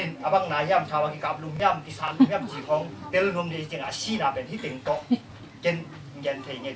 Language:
Tedim Chin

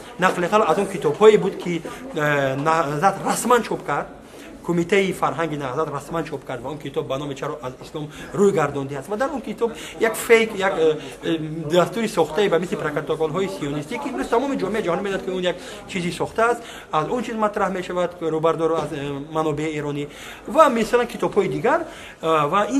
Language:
Tajik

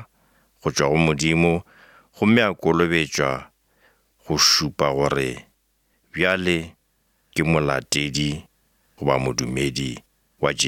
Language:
Northern Sotho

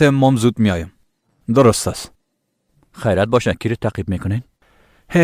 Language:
Persian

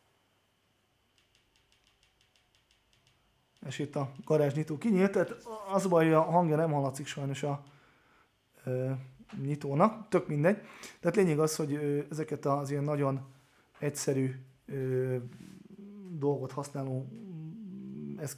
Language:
Hungarian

